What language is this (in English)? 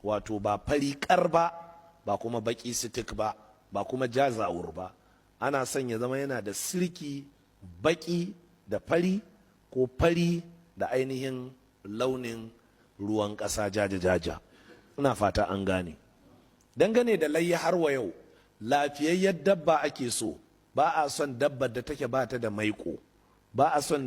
Hausa